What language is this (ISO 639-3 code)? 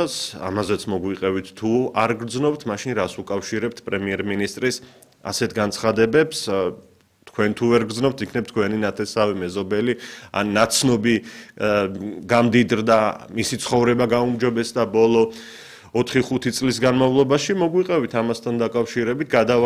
kat